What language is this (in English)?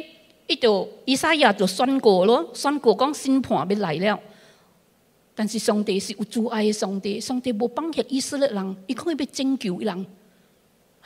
Min Nan Chinese